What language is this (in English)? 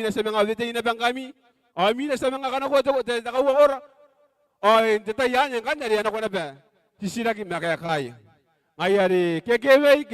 Gilbertese